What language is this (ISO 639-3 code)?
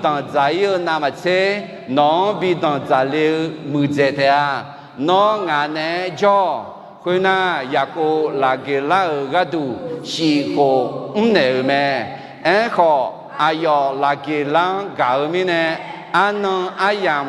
ahk